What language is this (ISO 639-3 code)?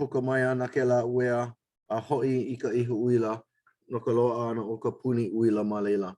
haw